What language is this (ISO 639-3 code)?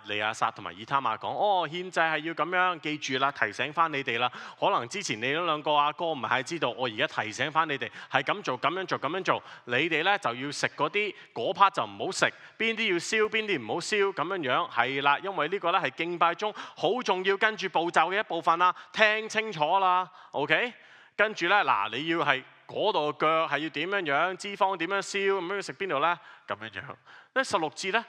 yue